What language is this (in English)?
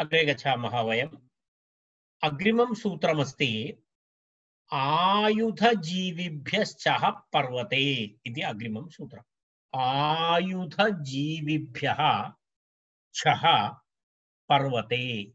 Sanskrit